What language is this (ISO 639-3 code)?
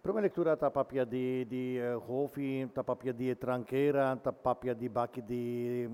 pap